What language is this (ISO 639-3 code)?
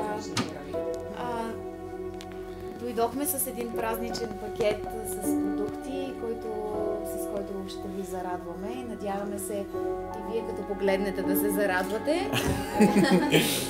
bul